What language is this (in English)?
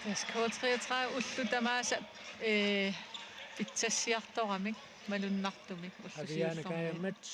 Kalaallisut